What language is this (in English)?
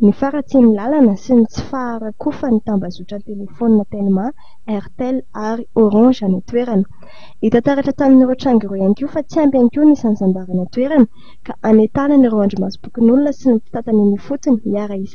Malagasy